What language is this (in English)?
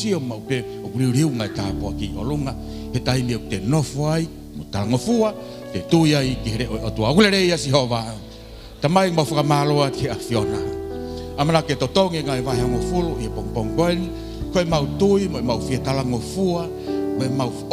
Tongan